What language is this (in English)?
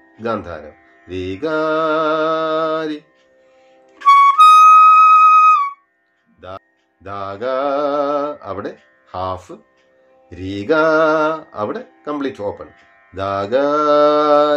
Malayalam